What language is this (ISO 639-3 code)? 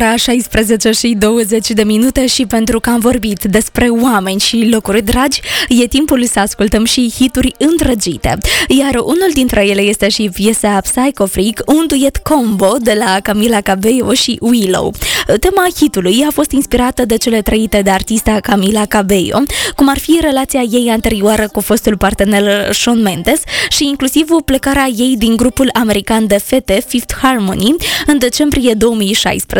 ron